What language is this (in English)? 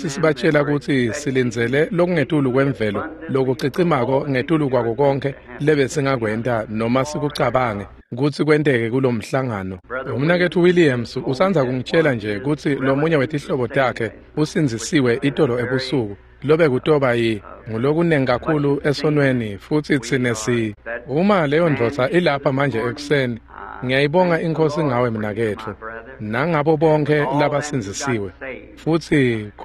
Swati